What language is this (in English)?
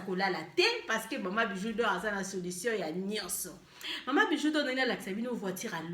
Lingala